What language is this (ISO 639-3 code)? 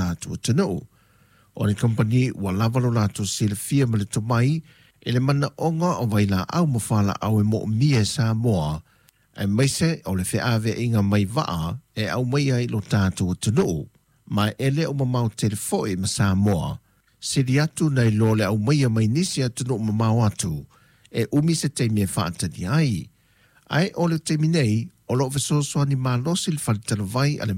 smo